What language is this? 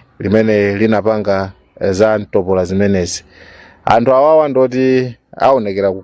Nyanja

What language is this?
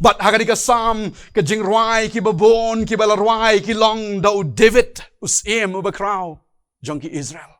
Khasi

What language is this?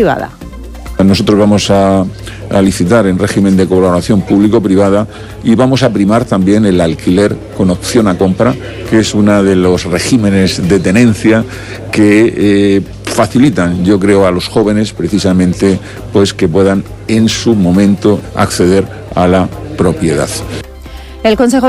Spanish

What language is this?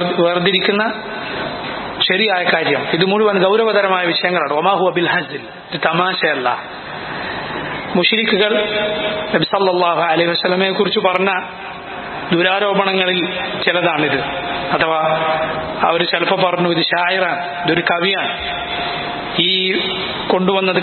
Malayalam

